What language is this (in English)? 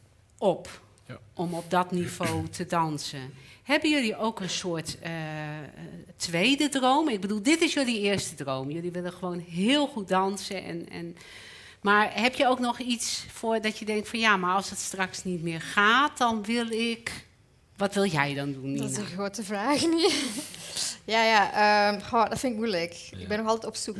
Dutch